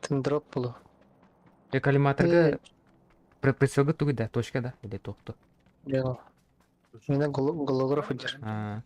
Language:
Yakut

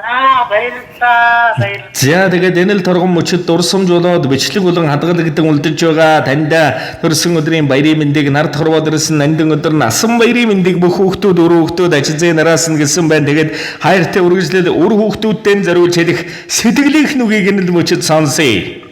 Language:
Mongolian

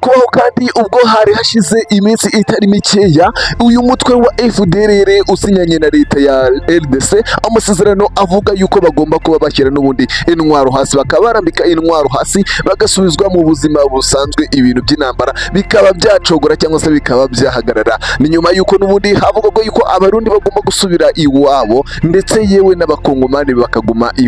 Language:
Kinyarwanda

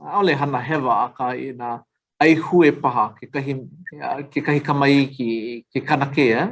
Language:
Hawaiian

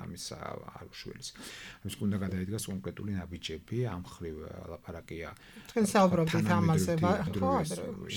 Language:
Georgian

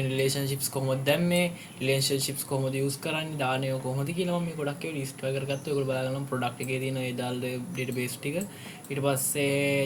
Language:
Sinhala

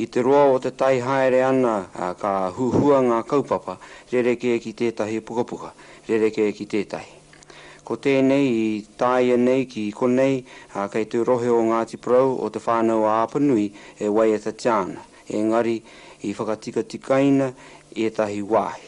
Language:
Māori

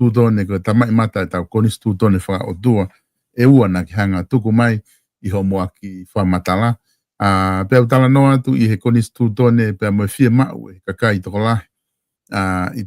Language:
Tongan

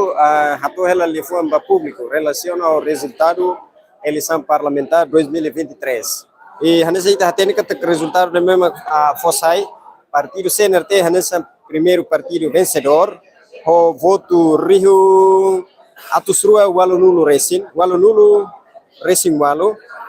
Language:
Tetum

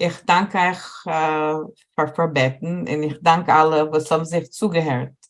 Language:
Yiddish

